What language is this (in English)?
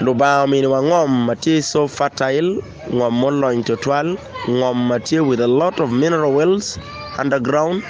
Acoli